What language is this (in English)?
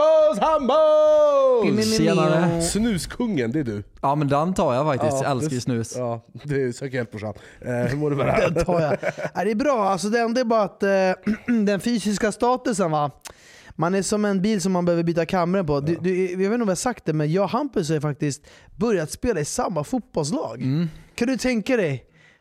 Swedish